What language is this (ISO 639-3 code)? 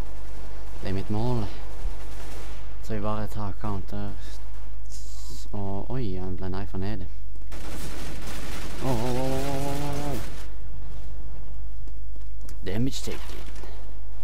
nor